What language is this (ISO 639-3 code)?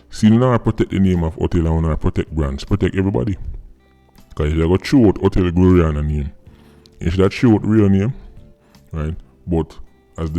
jam